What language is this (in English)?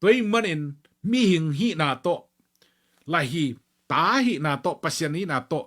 Tedim Chin